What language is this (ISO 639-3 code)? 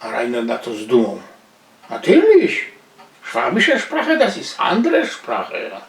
szl